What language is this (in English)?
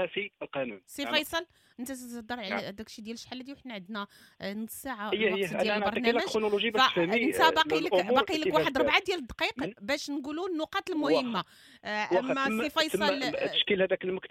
Moroccan Arabic